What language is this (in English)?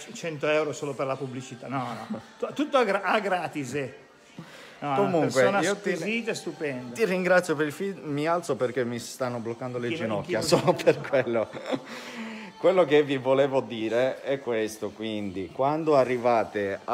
Italian